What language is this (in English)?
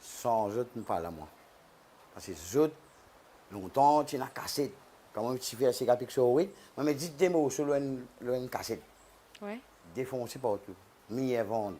Morisyen